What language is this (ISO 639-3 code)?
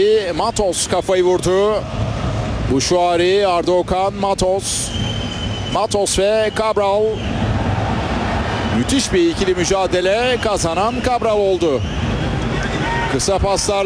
tur